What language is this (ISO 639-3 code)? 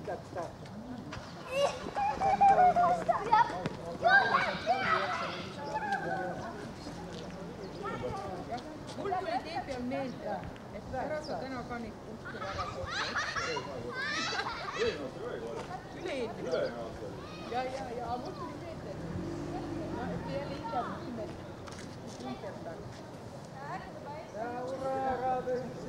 est